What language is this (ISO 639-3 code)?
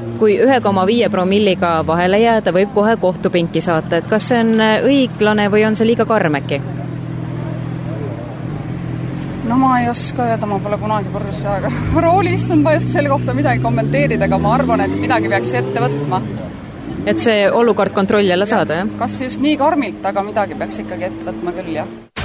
est